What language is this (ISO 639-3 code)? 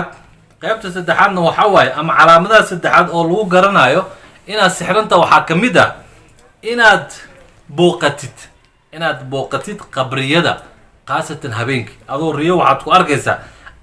som